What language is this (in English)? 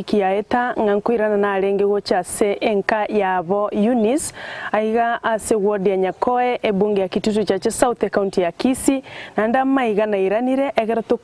Gusii